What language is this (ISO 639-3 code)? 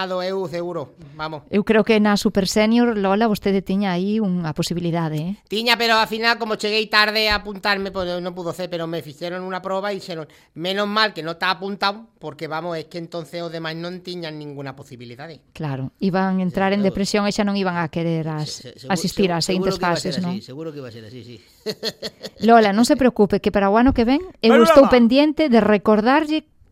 glg